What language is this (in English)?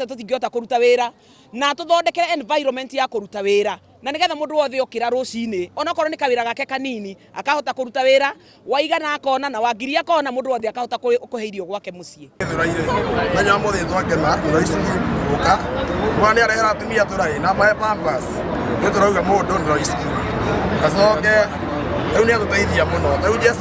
Kikuyu